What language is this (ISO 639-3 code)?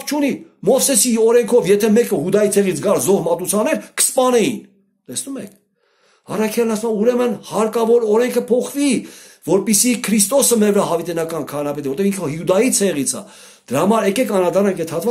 hye